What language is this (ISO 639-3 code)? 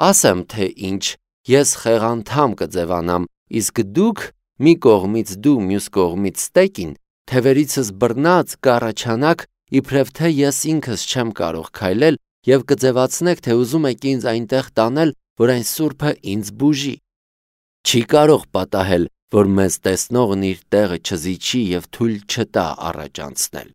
hye